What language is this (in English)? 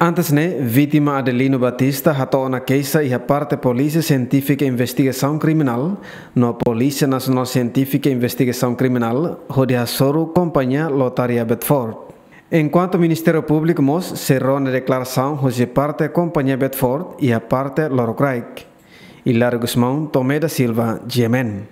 Tetum